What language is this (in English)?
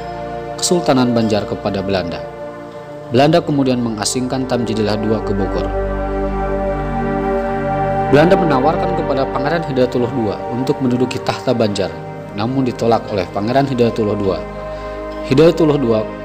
Indonesian